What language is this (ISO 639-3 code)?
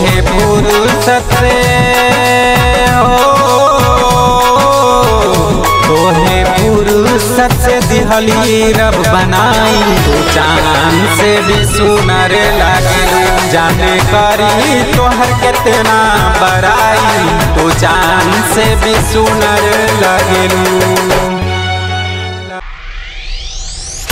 bho